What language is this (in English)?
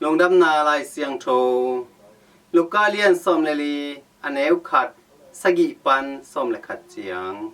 Tedim Chin